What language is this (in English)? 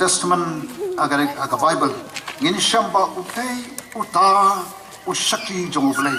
Khasi